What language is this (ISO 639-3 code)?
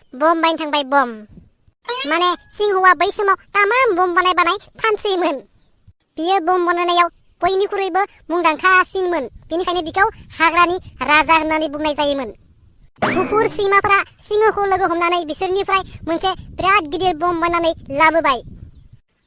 brx